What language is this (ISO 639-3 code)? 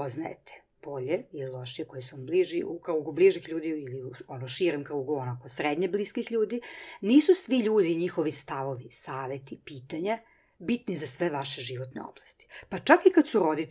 srp